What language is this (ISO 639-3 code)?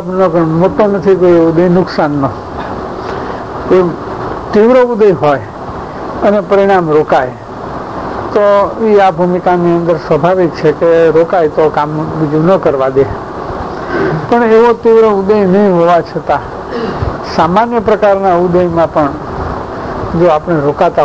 guj